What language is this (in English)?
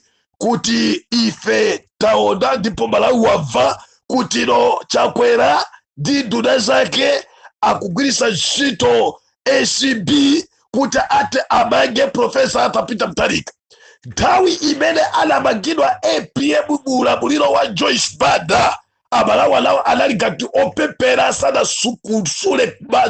Nyanja